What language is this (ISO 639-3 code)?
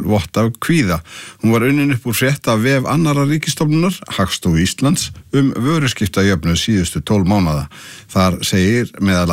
isl